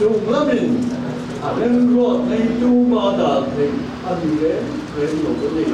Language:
Mizo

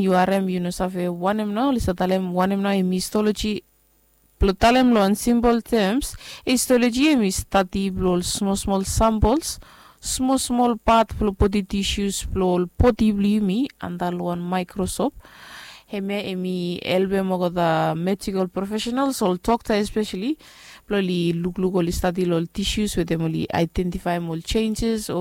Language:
Bislama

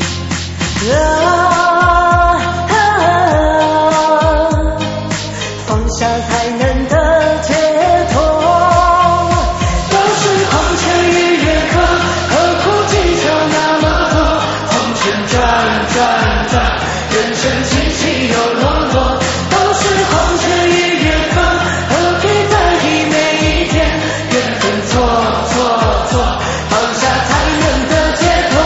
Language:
Chinese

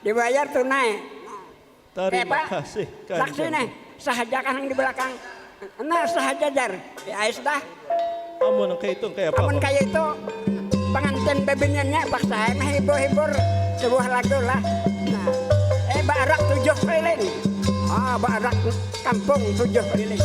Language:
Banjar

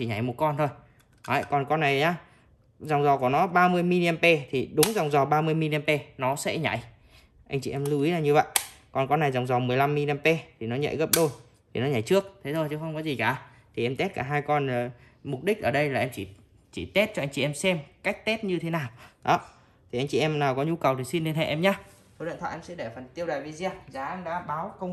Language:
Vietnamese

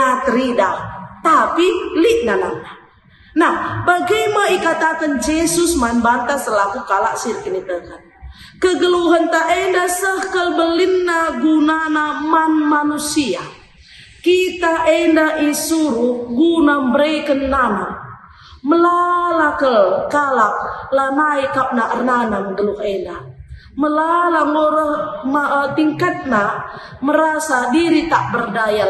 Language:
Batak Karo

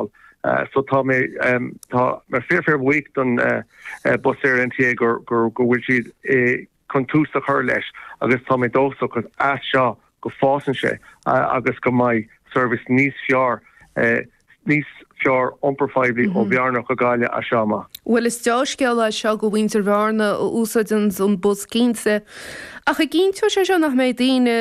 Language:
Irish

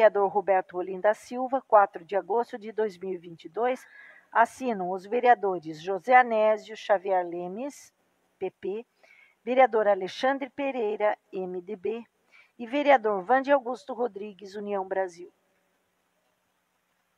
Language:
Portuguese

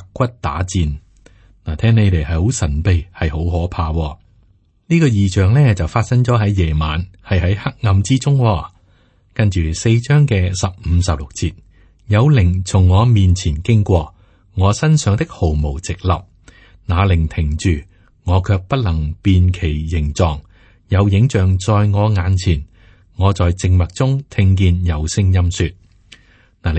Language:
Cantonese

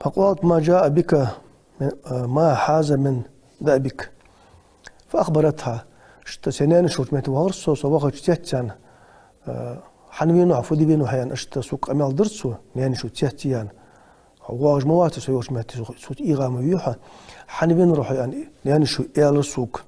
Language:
Ingush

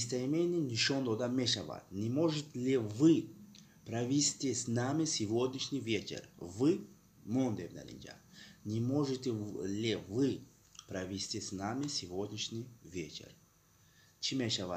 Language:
Tajik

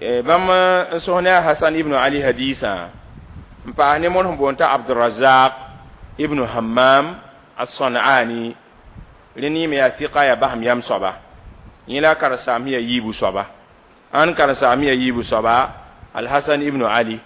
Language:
Mossi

